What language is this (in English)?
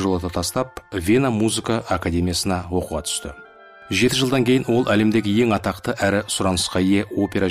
Kazakh